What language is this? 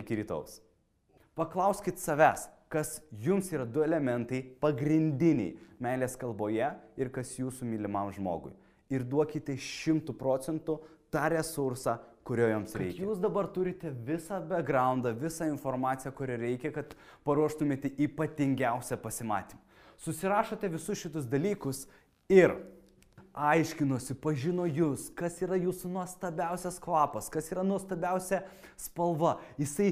Lithuanian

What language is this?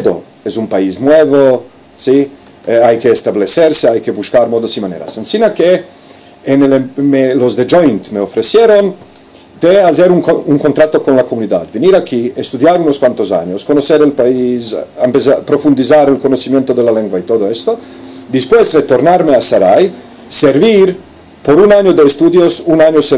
Ladino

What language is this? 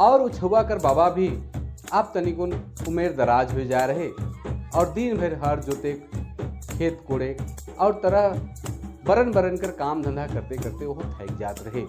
Sadri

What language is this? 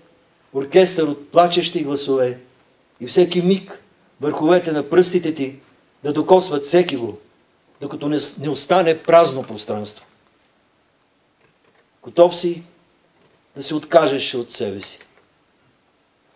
Bulgarian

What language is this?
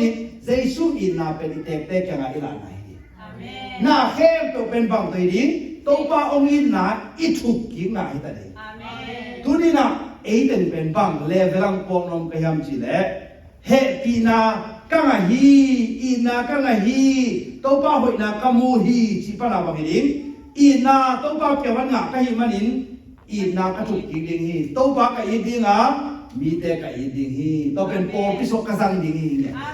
Tedim Chin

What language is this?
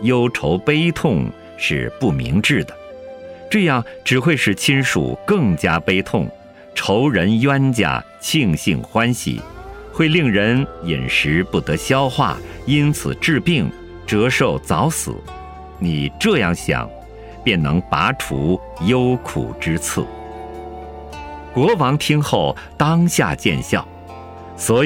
Chinese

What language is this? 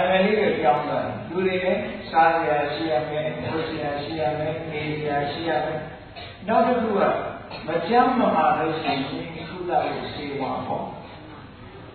Burmese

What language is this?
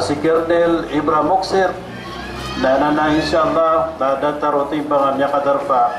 Maranao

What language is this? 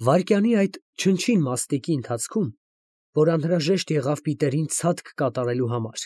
Armenian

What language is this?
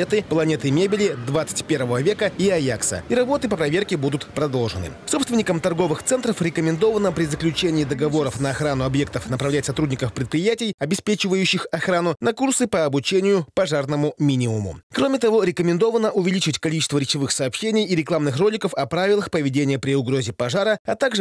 Russian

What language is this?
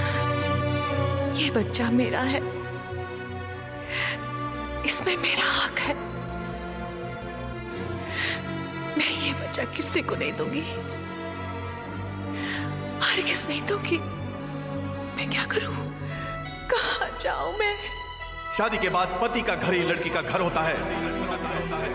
Hindi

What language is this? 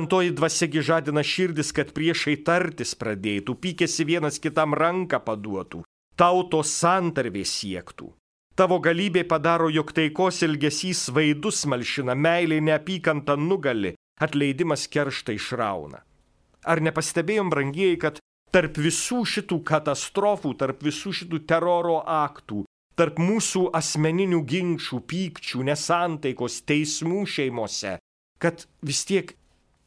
Lithuanian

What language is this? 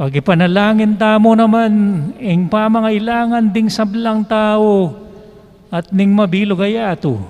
Pampanga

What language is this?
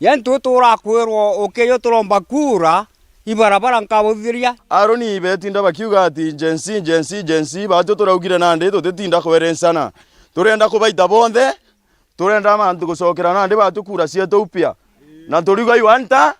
Meru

